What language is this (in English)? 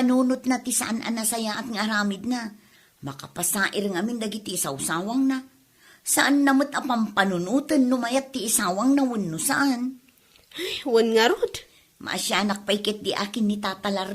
Iloko